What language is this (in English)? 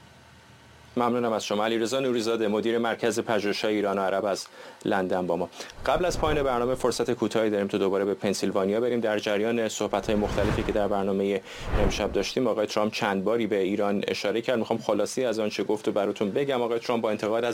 Persian